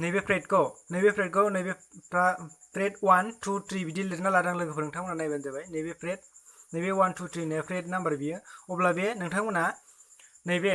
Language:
Bodo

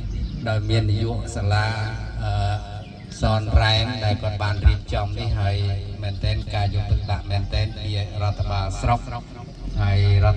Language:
Khmer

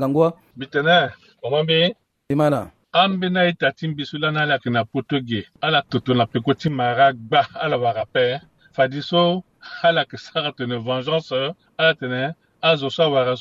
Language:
Sango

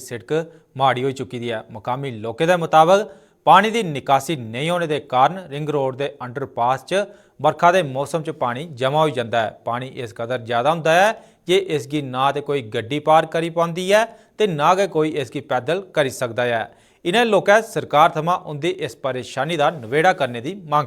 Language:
Dogri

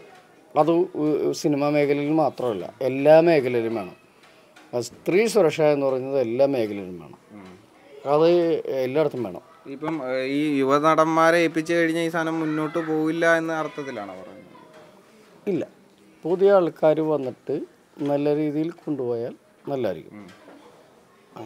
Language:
Malayalam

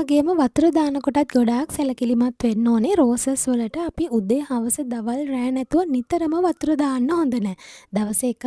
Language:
Sinhala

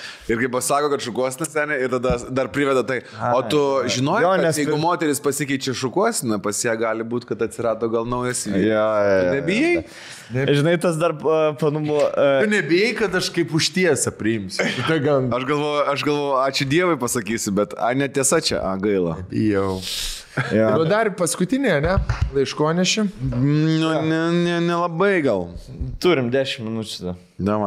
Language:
Lithuanian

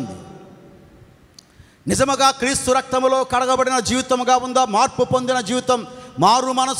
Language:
Telugu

